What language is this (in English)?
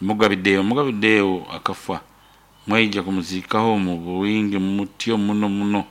Nyoro